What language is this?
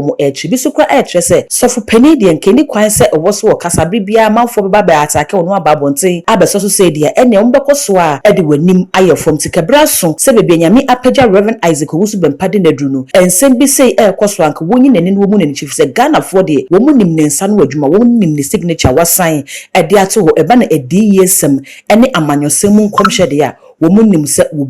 Akan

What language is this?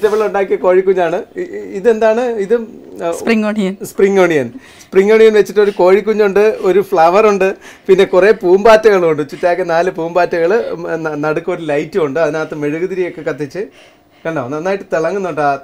Malayalam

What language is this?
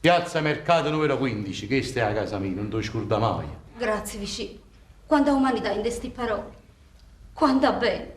Neapolitan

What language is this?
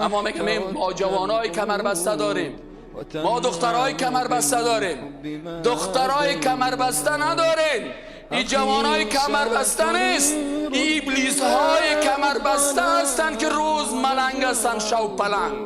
Persian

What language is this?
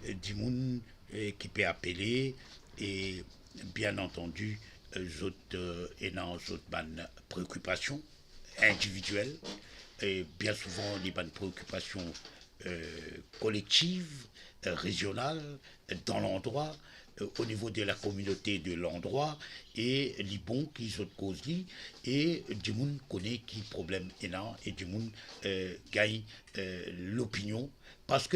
Morisyen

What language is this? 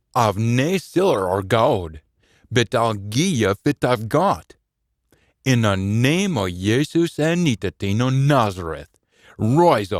Scots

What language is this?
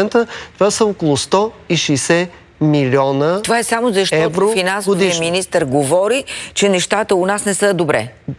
Bulgarian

